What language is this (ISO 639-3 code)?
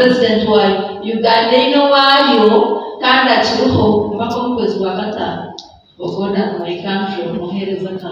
nyn